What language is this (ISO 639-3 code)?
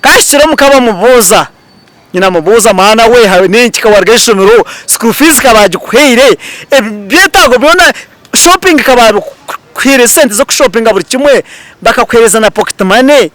nyn